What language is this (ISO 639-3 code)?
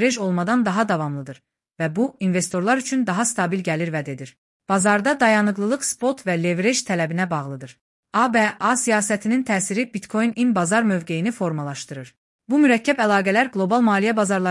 aze